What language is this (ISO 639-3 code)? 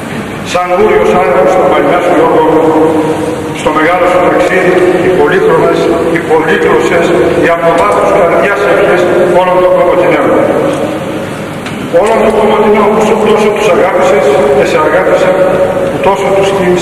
ell